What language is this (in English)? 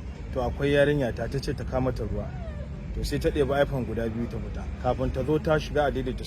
Hausa